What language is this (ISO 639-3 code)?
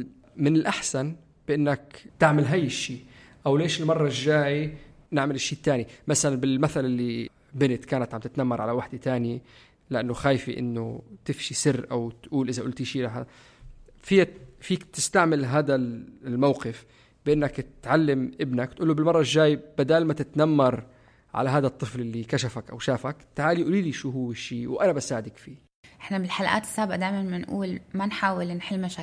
apc